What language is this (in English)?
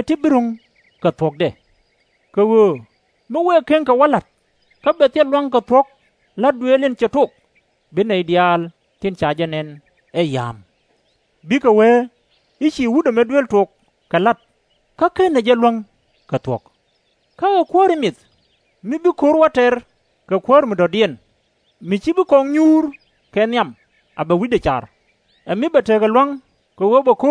Nuer